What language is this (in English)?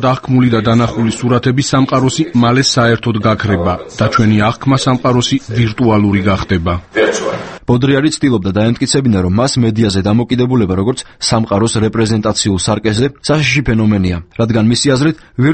Georgian